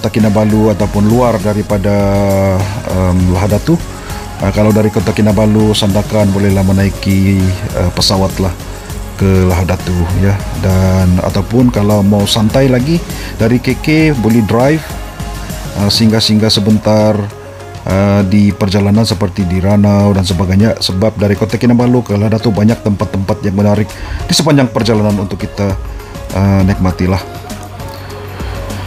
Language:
Malay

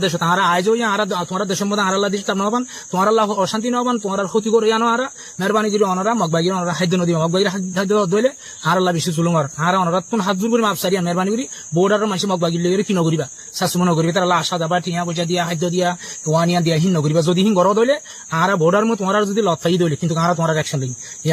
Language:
Rohingya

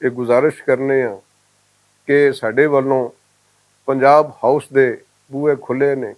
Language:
Western Panjabi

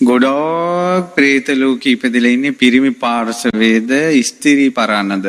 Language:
Sinhala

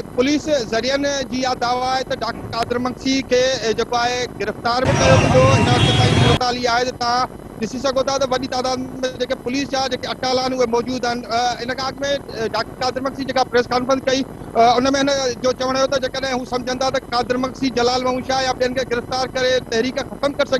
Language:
Sindhi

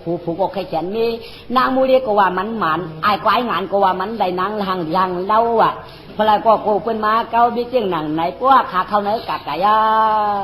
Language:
Shan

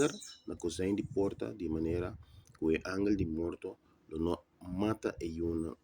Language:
Papiamento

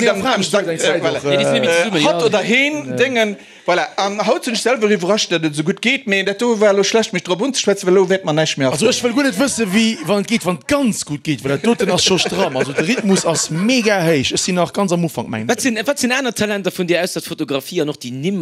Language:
Luxembourgish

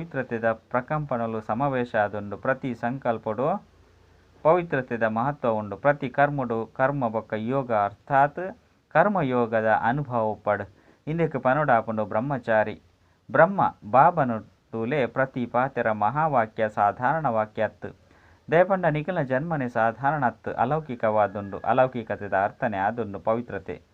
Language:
Tulu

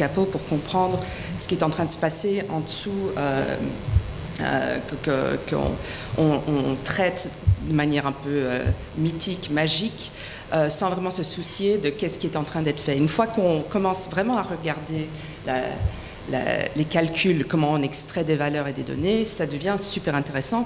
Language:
French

